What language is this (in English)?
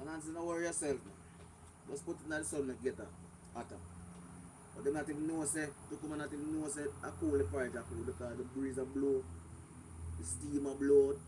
Jamaican Creole English